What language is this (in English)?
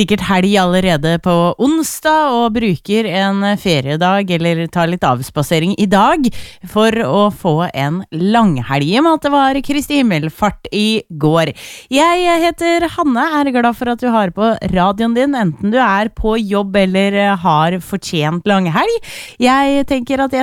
Norwegian